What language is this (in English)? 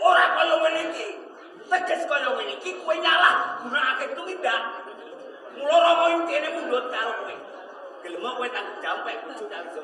Javanese